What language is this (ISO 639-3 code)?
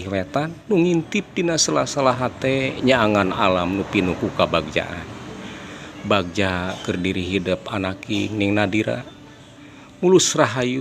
sun